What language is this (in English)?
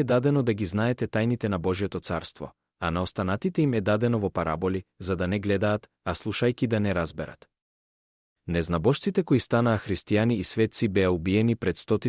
Macedonian